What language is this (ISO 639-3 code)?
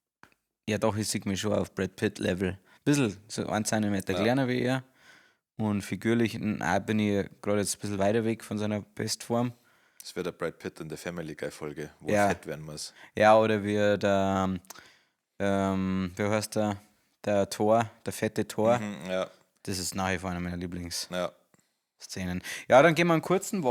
bar